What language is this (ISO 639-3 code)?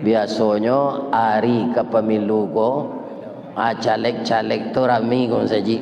min